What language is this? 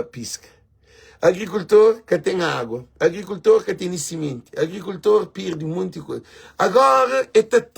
Kabuverdianu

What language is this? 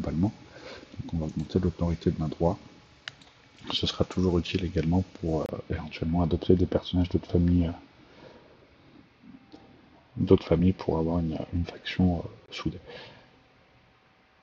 French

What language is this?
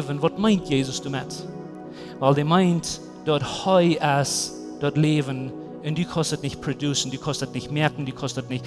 Plautdietsch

